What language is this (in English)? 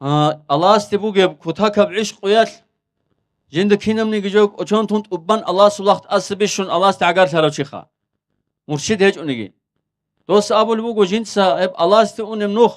Avaric